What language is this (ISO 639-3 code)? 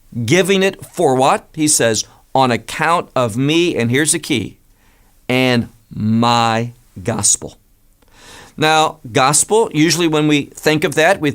eng